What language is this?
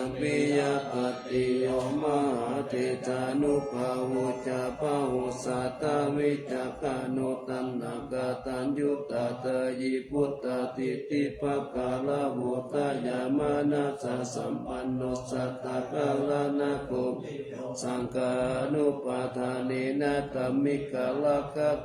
Pali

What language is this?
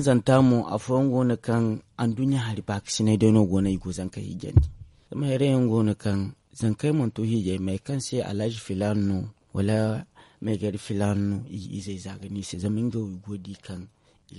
Zarma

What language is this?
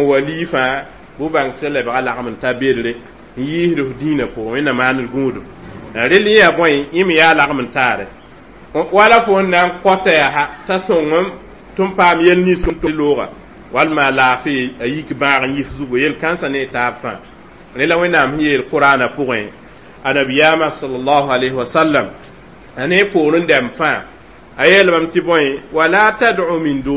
Mossi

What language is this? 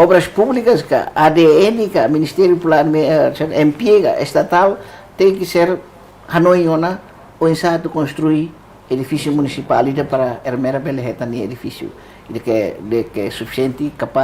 Tetum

